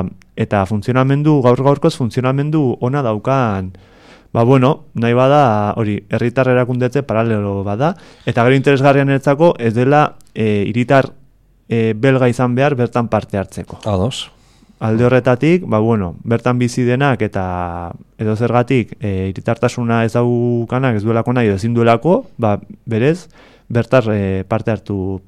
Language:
Basque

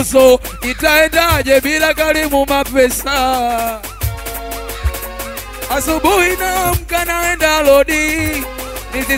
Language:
Swahili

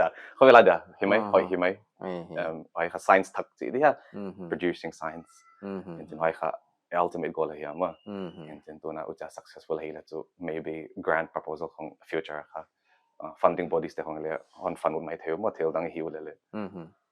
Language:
Paite Chin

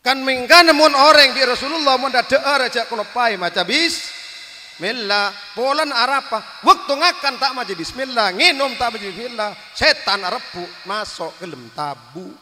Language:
Madurese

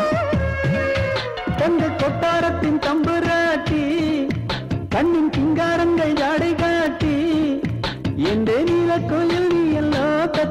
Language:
Tamil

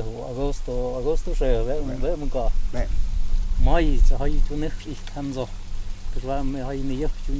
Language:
Totontepec Mixe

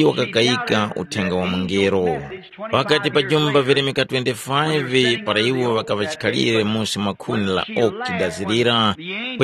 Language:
Tumbuka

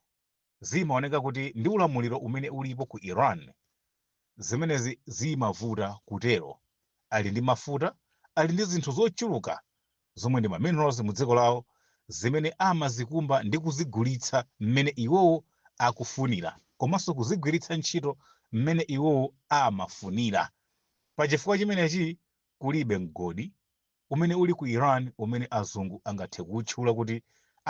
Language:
Nyanja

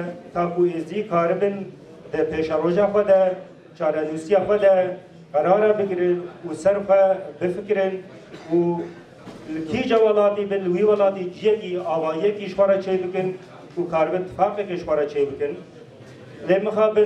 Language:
Kurdish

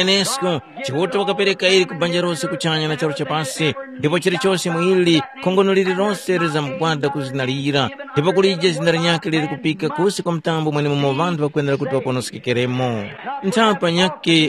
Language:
Tumbuka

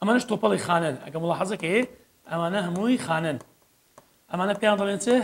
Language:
Central Kurdish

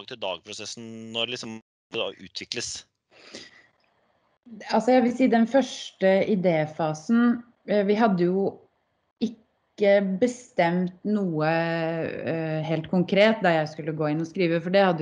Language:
Norwegian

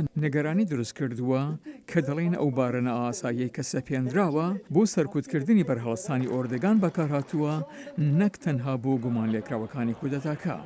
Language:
Central Kurdish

